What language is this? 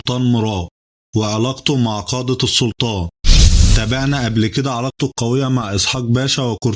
Egyptian Arabic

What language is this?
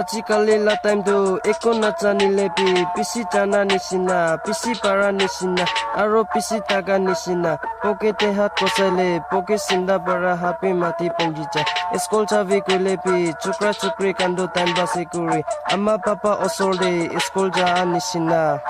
Naga Pidgin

